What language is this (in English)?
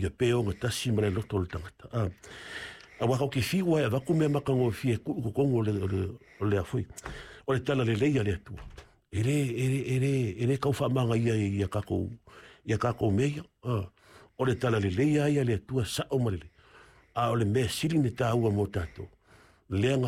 Samoan